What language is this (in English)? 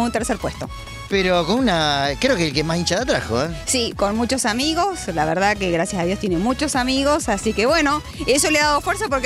Spanish